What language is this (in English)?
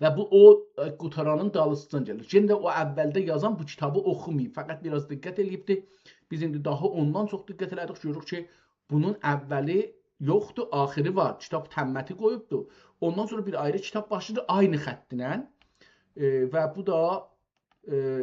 South Azerbaijani